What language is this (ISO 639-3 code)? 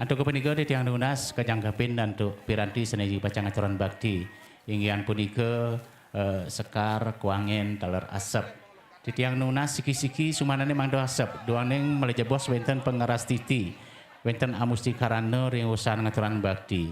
ban